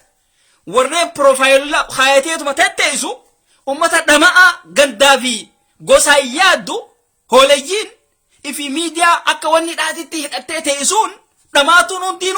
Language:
Oromo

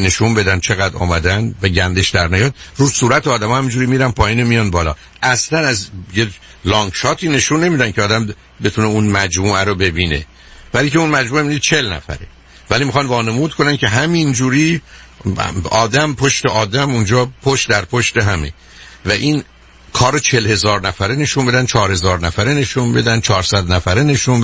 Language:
Persian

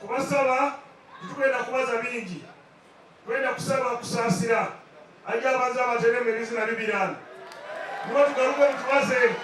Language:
Nyankole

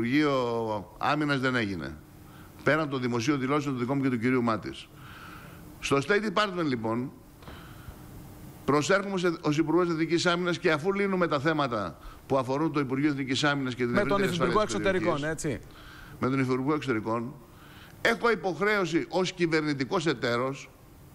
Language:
Greek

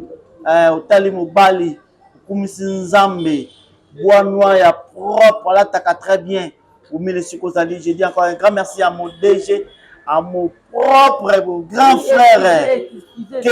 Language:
Lingala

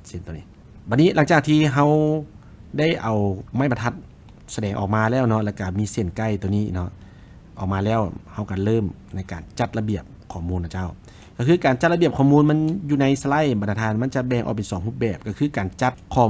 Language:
Lao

